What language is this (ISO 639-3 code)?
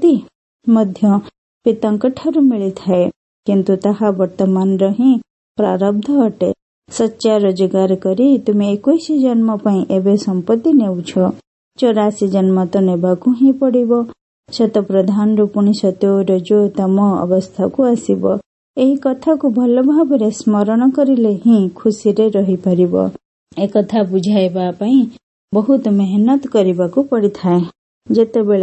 ori